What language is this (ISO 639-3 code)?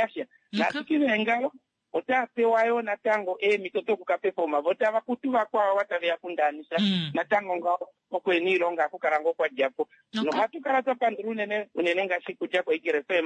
kua